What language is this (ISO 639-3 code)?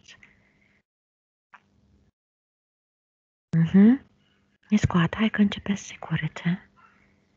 ron